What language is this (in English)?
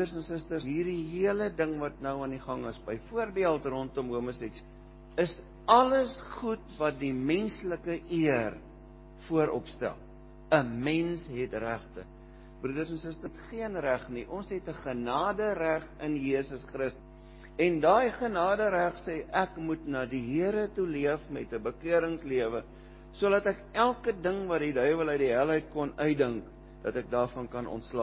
Afrikaans